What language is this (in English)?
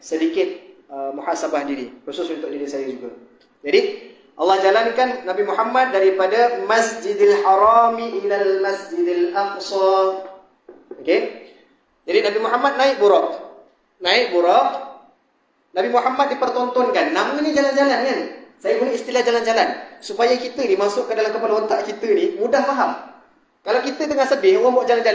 Malay